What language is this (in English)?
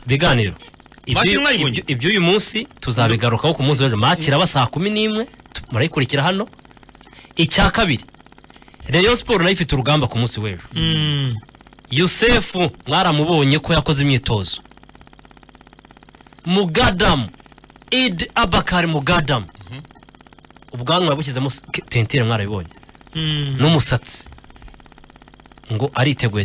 Kinyarwanda